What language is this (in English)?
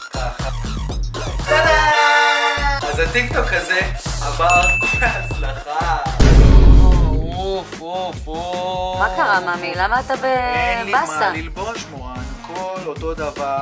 Hebrew